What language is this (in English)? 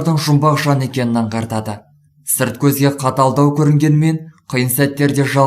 Kazakh